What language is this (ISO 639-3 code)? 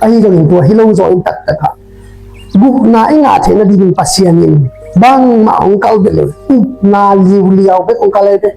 ctd